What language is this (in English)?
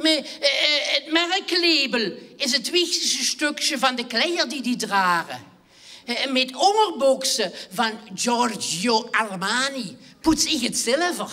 Limburgish